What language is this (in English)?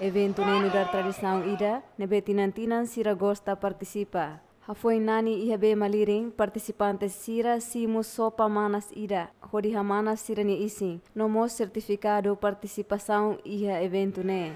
Tetum